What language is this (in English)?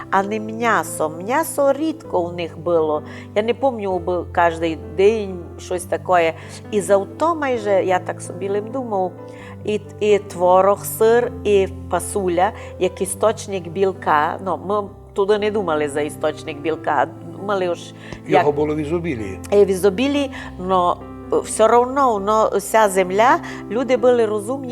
Rusyn